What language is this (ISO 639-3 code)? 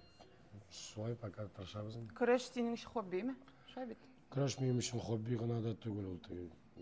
tat